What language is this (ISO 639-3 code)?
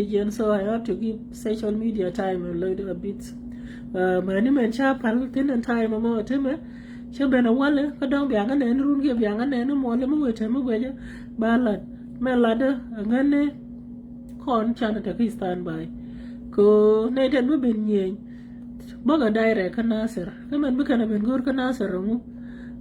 nus